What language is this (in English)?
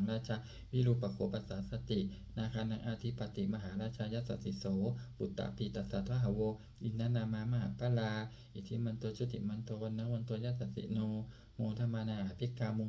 Pali